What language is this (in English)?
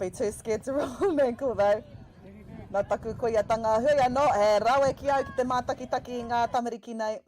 Māori